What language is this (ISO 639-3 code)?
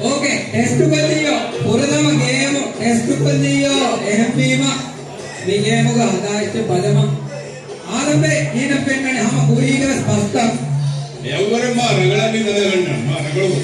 div